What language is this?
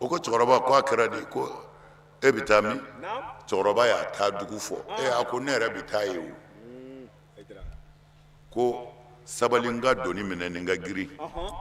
Bambara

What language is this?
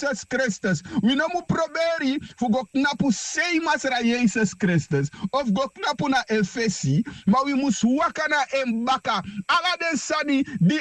Sranan Tongo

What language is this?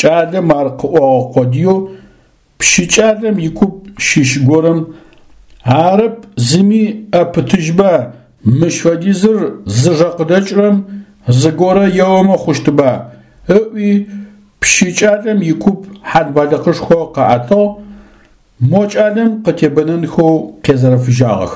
Adyghe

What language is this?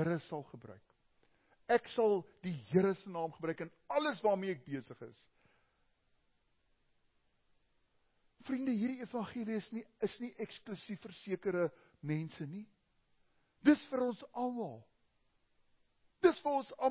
Afrikaans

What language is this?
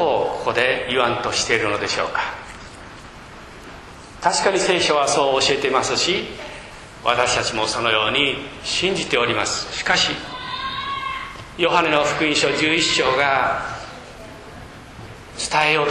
Japanese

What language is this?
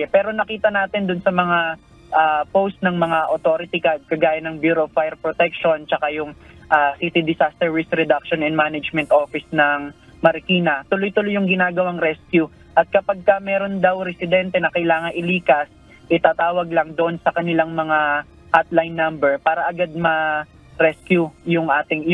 Filipino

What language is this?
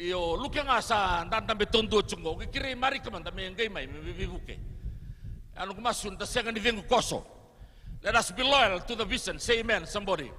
Fijian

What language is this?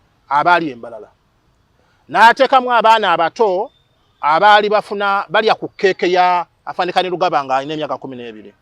Ganda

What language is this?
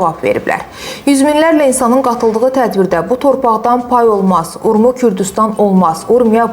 Azerbaijani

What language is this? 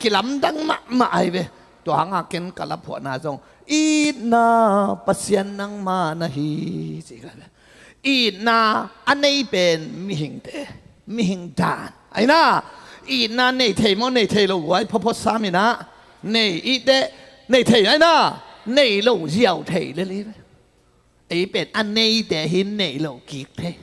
Tedim Chin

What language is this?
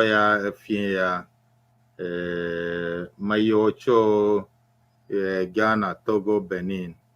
Ewe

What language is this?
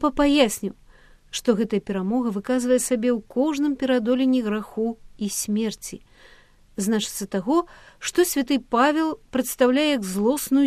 Belarusian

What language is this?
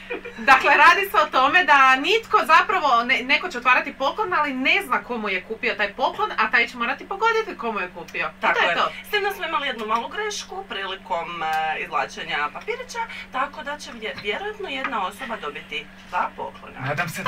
Croatian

